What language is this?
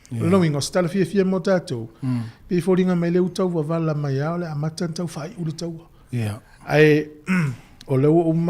Samoan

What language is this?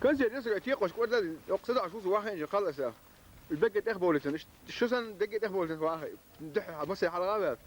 Chechen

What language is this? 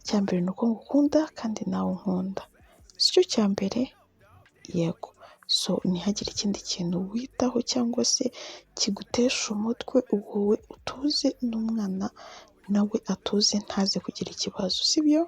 Kinyarwanda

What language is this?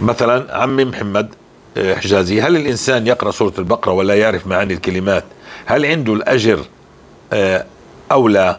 North Levantine Arabic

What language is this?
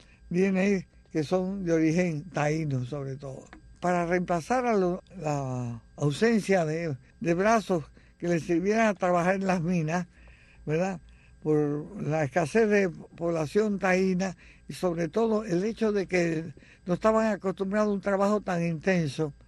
Spanish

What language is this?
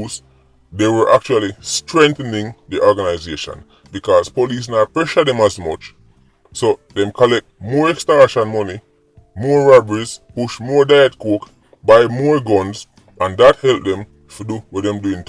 Jamaican Creole English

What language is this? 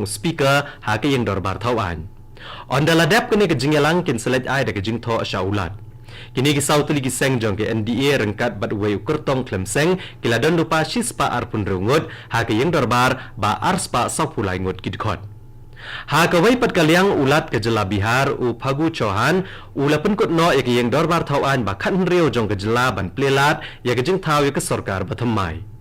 Khasi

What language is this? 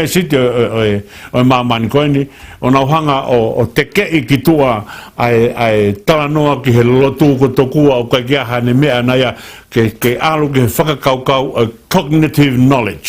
Tongan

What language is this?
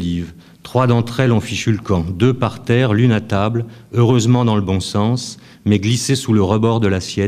French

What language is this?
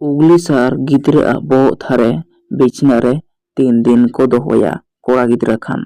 Santali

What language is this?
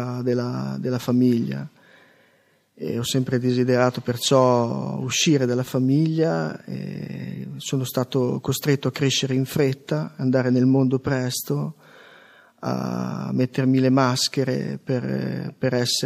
Italian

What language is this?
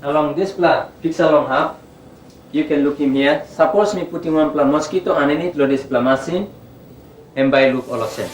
Tok Pisin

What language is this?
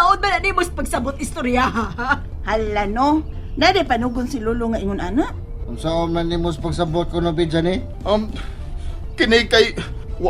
Cebuano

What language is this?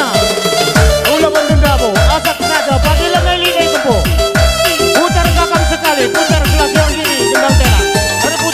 Batak Karo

